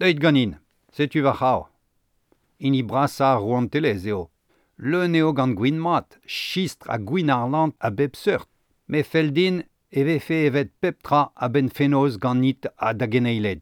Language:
Breton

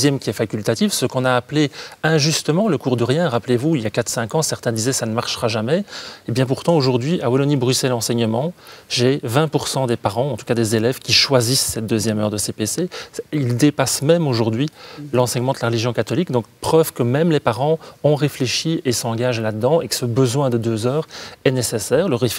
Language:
French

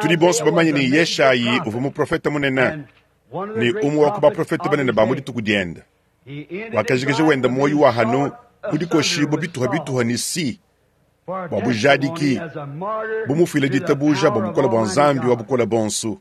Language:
Luba-Lulua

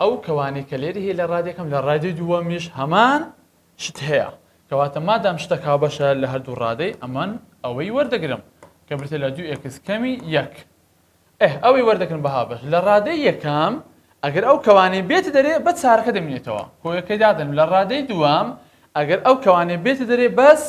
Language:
Central Kurdish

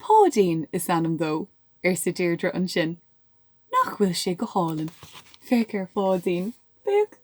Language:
Irish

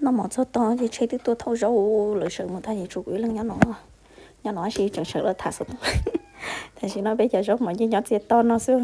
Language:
Hmong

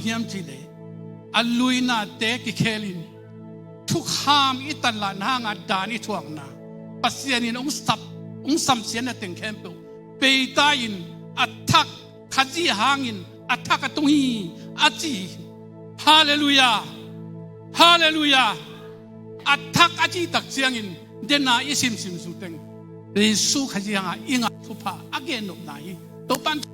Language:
Tedim Chin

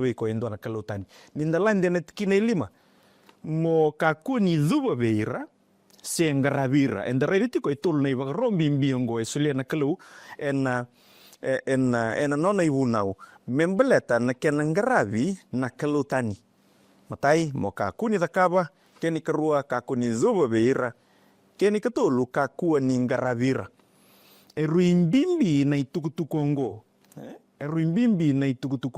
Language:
Fijian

